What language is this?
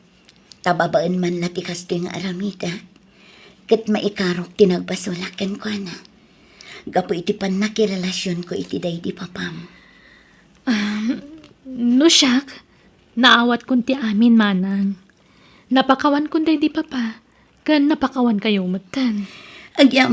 Iloko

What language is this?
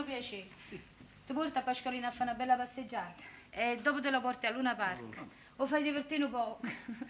Neapolitan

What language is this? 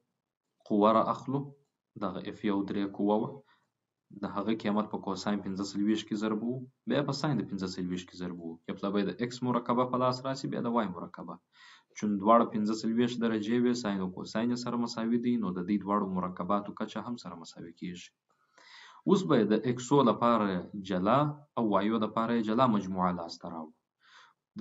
Pashto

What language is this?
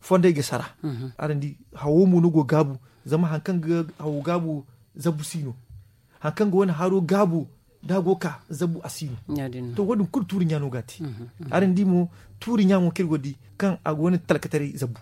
Zarma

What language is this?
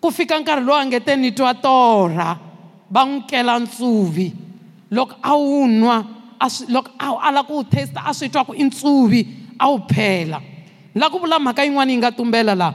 Tsonga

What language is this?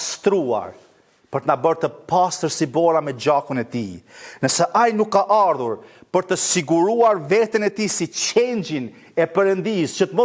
Albanian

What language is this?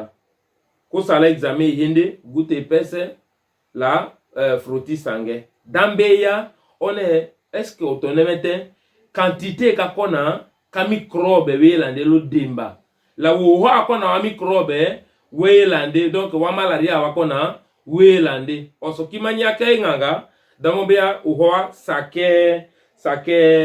Tetela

